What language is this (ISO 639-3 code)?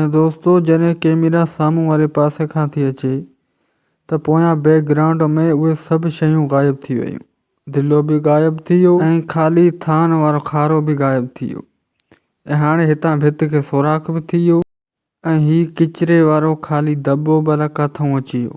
snd